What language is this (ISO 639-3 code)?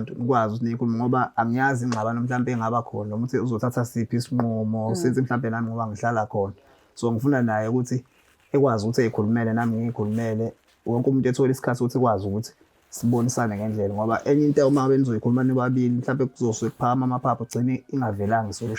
zul